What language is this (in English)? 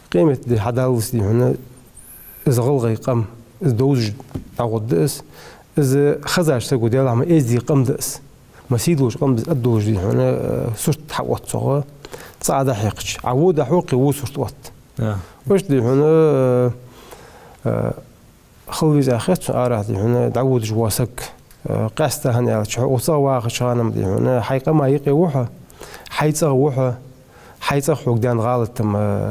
Ingush